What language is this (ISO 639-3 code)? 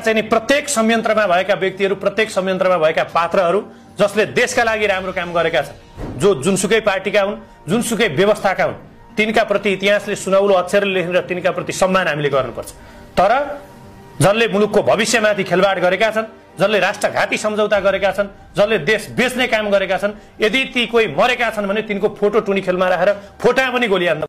nep